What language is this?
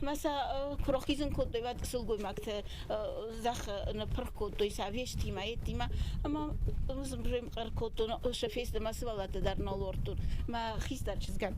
Ossetic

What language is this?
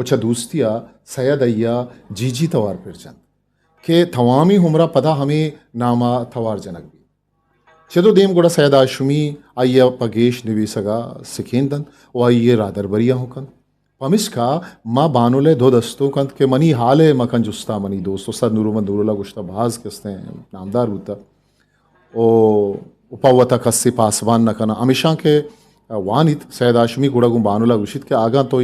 Eastern Balochi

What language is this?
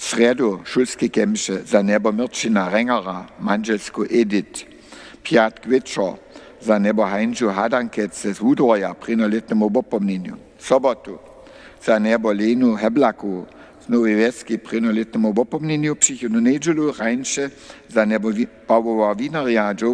Upper Sorbian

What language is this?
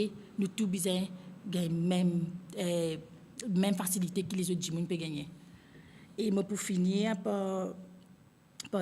Morisyen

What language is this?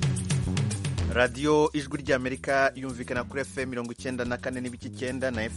Kinyarwanda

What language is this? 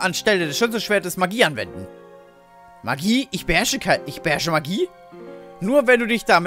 German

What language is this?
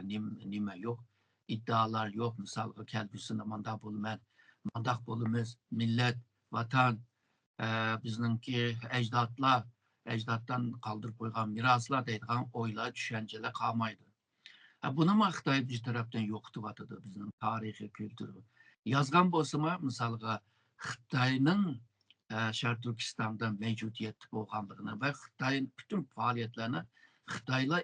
Uyghur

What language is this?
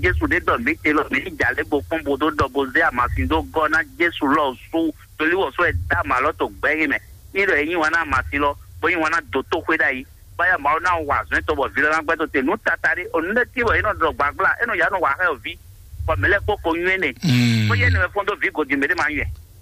Fon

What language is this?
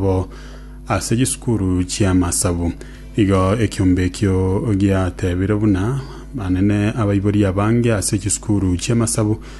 Gusii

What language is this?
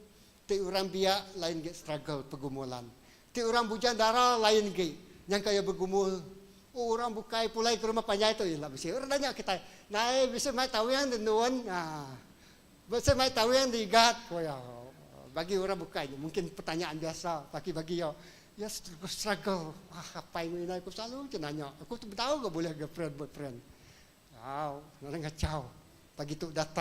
Iban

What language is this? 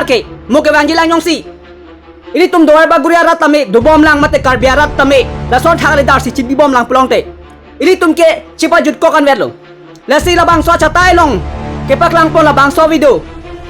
Karbi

